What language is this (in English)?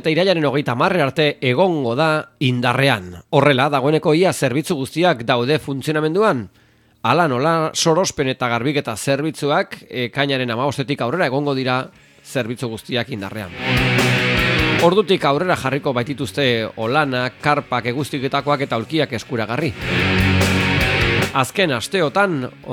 Basque